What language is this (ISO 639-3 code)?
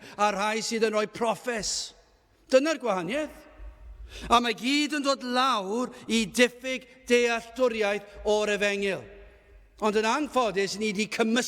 cym